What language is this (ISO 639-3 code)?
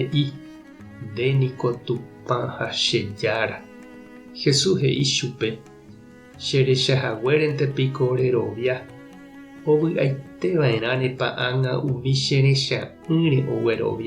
grn